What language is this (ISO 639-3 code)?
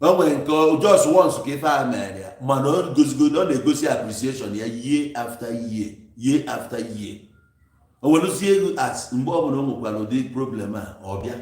ibo